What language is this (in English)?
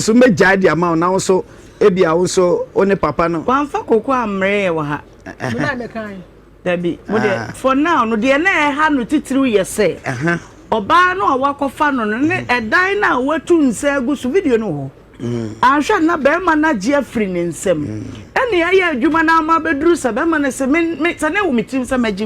Akan